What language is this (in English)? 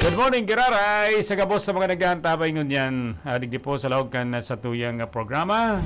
Bikol